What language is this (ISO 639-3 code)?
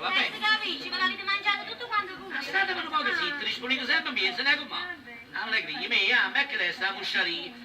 nap